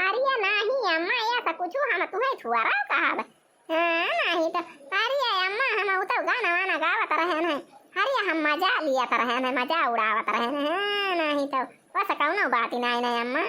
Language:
Awadhi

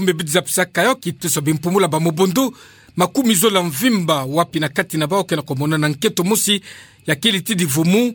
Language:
Kituba (Democratic Republic of Congo)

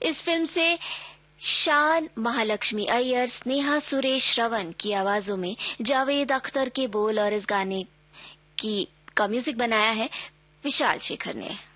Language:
Hindi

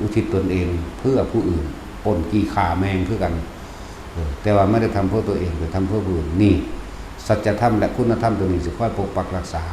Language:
Northeastern Thai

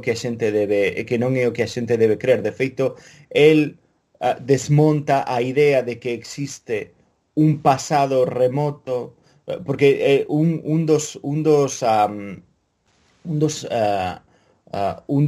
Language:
Galician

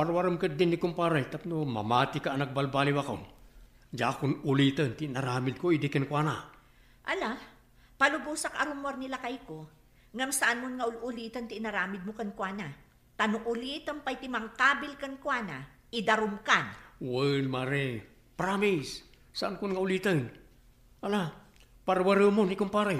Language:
Iloko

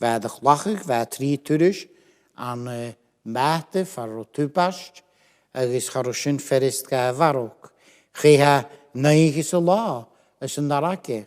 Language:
Scottish Gaelic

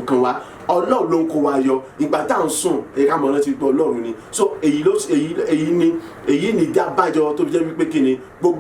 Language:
Yoruba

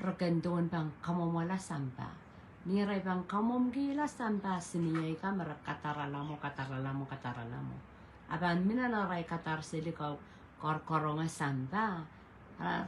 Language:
Pohnpeian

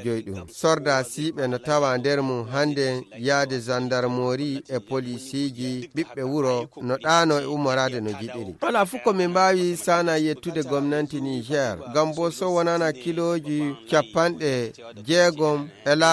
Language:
Fula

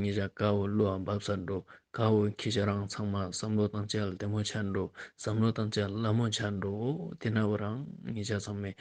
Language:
Ladakhi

